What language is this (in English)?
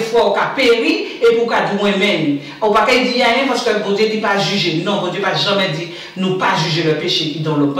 Guadeloupean Creole French